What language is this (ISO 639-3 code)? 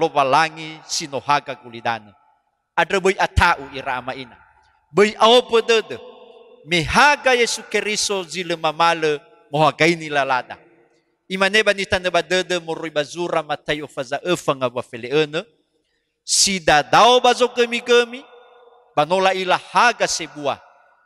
nia